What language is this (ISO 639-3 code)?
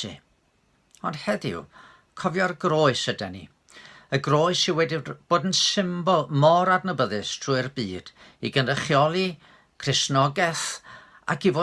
cym